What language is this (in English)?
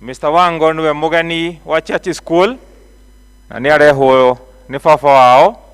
Kikuyu